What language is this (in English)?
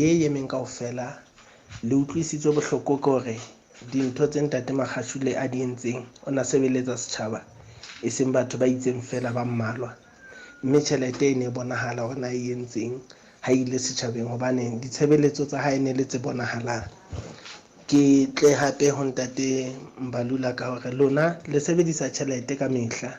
Southern Sotho